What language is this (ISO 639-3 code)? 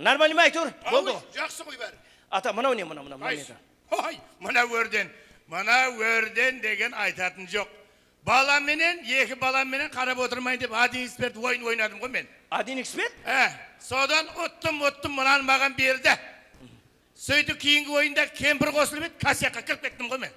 kaa